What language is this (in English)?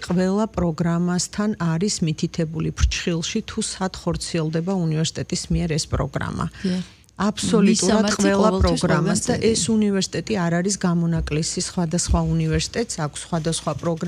Georgian